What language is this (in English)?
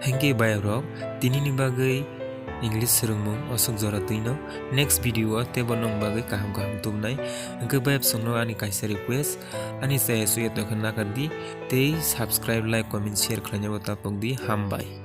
Kok Borok